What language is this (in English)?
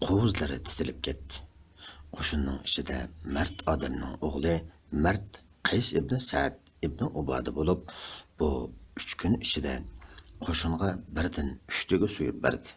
Uyghur